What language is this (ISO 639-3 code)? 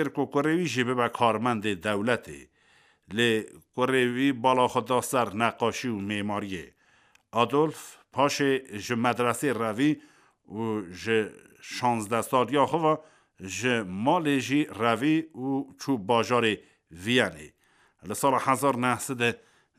kur